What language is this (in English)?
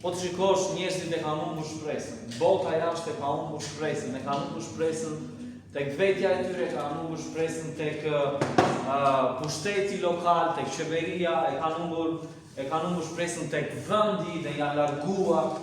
Albanian